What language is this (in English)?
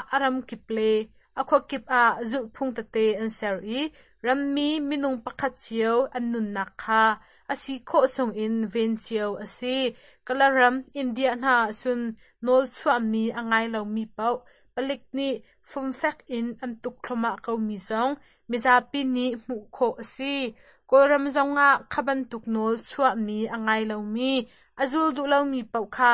Hakha Chin